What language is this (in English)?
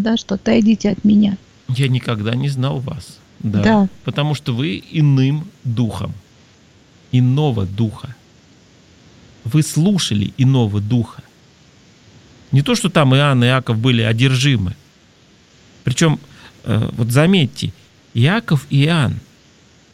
Russian